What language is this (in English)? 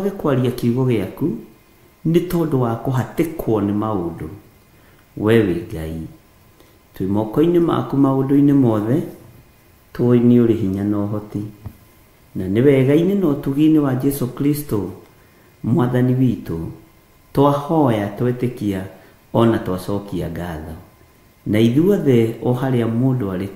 Kikuyu